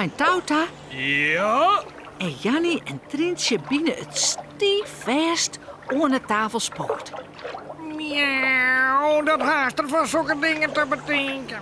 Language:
Western Frisian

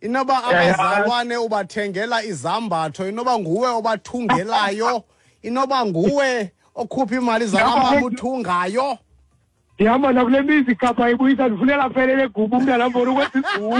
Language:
Xhosa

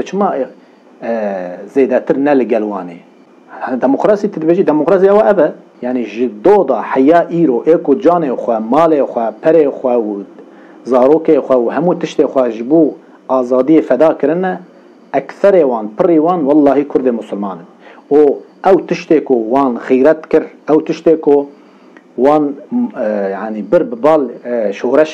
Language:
Kurdish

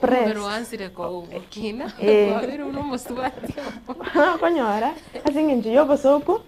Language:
Gusii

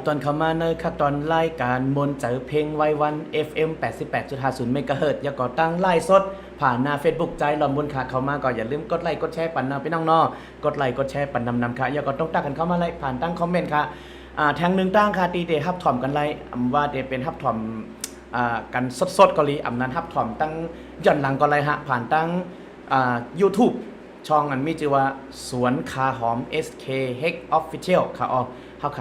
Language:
Shan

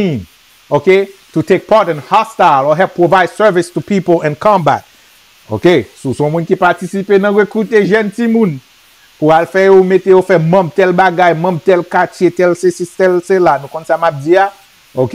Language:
Haitian Creole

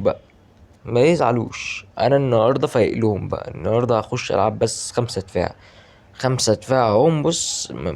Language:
Egyptian Arabic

